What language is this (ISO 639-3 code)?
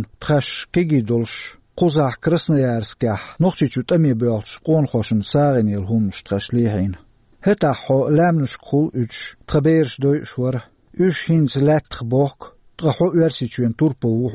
che